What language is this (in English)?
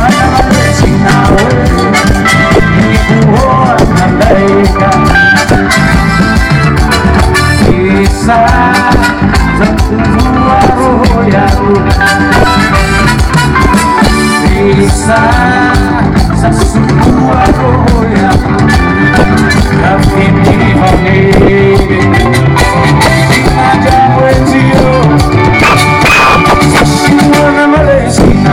Swahili